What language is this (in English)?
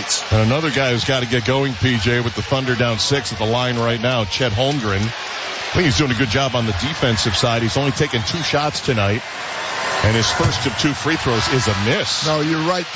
English